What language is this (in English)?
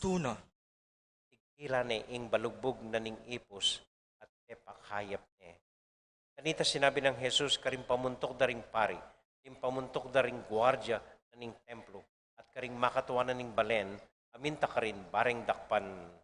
Pampanga